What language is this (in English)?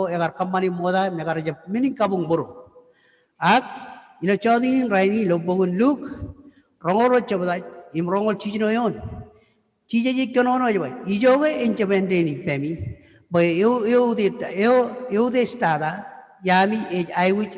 Marshallese